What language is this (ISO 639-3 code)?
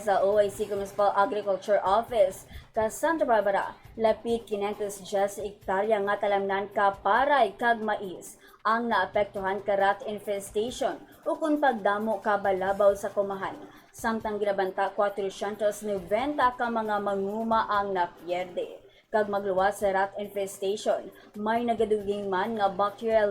hil